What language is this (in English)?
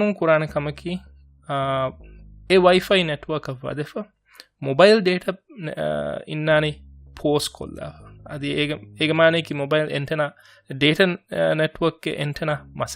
Divehi